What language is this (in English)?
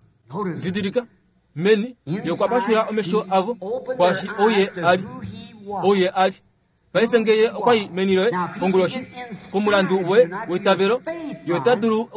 Kuanyama